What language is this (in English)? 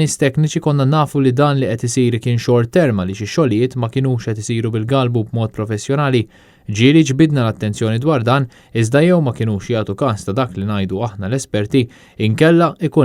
Maltese